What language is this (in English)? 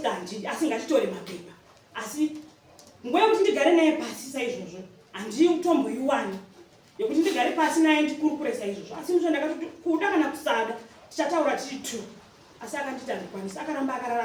Shona